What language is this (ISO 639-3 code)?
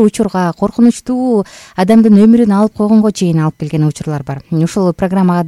kir